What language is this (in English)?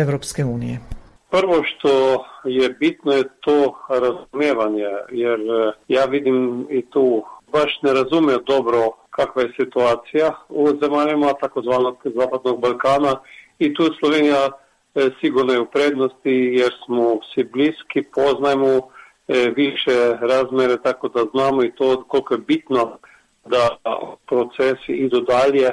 Croatian